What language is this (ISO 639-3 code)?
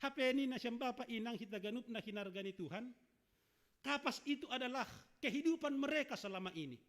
bts